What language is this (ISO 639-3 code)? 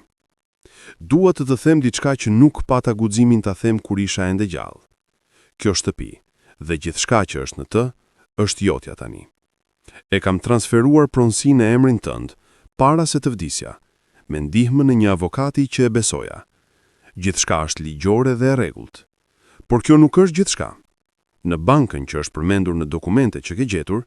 sqi